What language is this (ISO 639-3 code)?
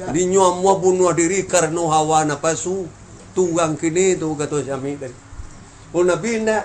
min